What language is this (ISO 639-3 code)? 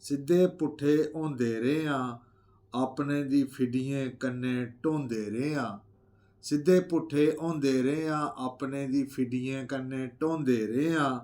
doi